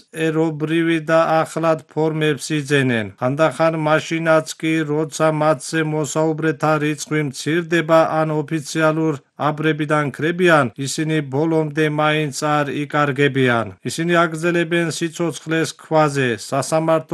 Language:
Georgian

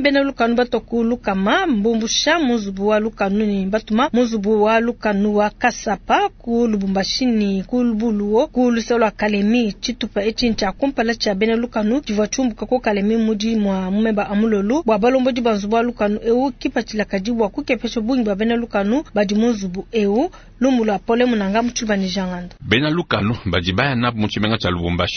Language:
Luba-Lulua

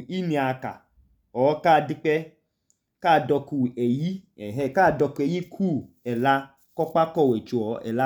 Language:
Idoma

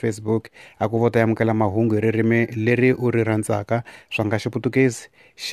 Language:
Tsonga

